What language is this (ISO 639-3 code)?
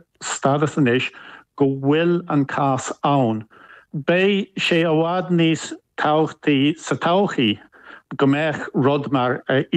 gle